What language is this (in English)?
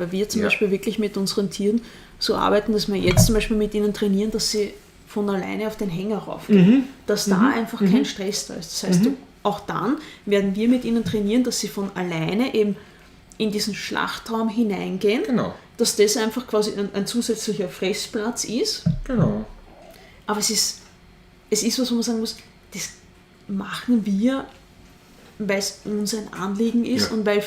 Bavarian